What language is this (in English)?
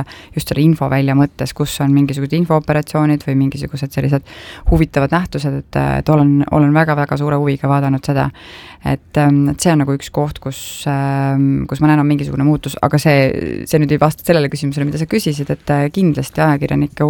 Estonian